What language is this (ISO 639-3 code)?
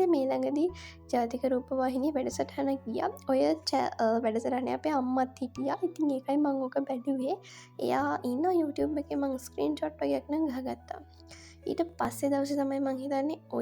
sin